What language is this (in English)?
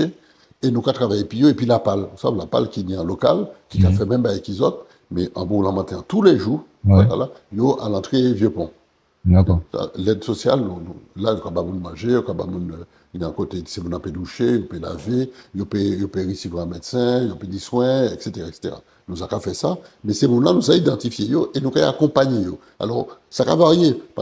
Guadeloupean Creole French